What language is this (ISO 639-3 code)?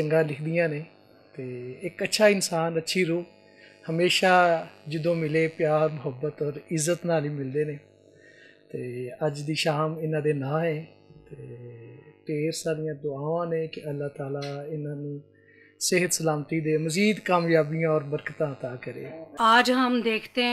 lah